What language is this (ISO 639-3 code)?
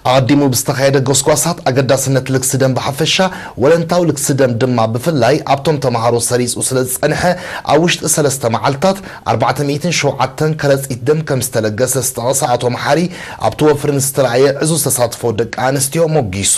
tir